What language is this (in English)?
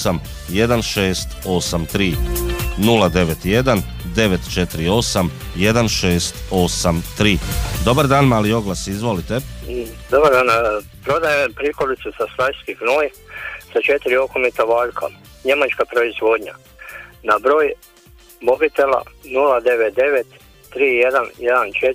Croatian